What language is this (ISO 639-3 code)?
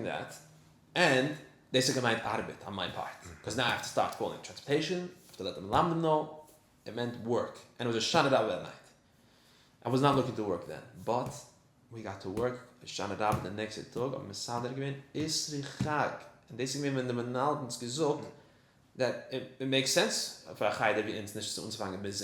yid